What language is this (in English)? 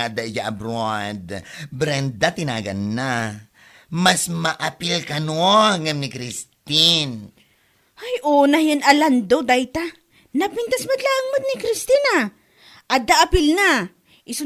Iloko